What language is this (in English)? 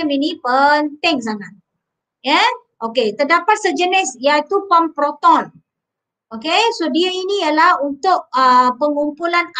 Malay